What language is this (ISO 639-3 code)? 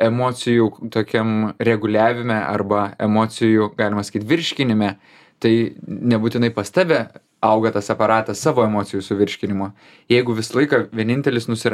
lit